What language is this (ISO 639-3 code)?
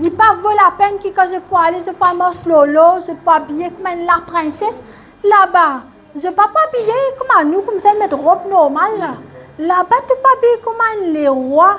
mfe